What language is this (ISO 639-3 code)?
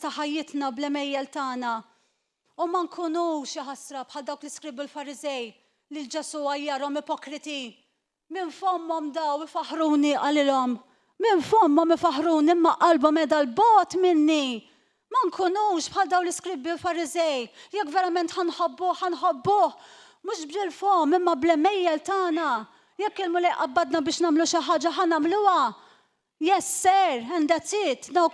mlt